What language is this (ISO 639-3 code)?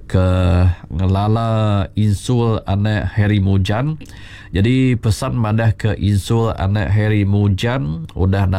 iba